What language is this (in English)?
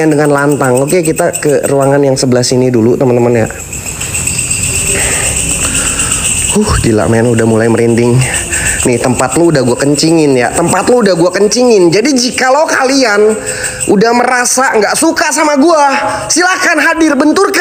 Indonesian